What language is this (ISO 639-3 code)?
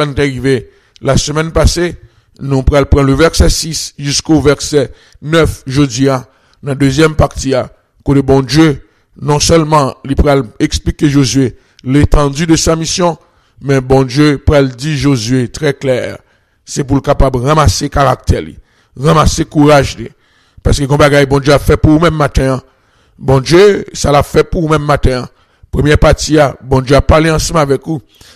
fra